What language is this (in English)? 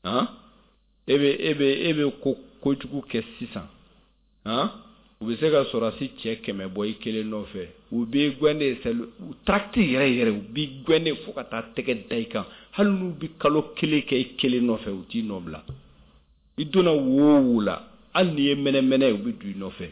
Bambara